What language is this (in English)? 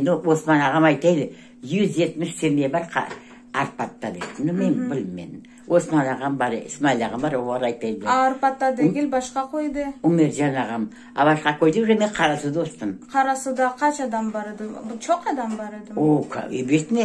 Crimean Tatar